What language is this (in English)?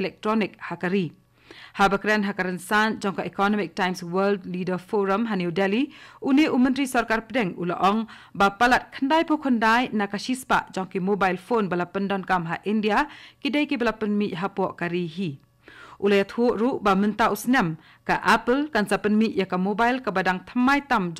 Khasi